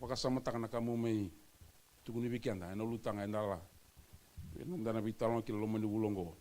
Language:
Fijian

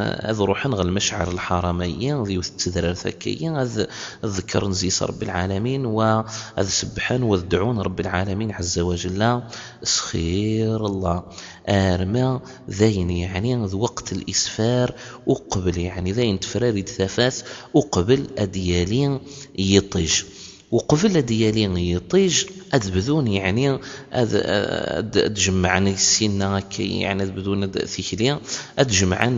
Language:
Kabyle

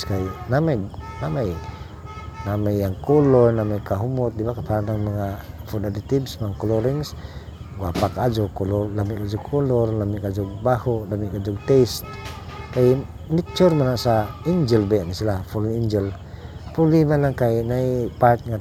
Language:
Cebuano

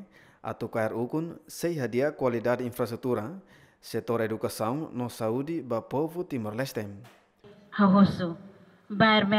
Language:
Tetum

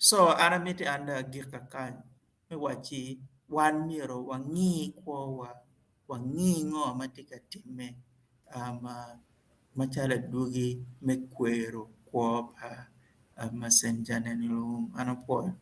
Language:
Acoli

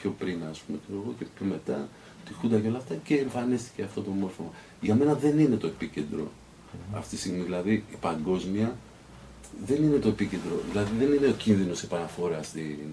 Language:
Greek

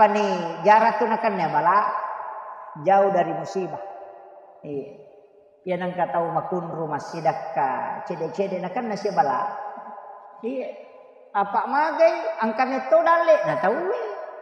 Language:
Buginese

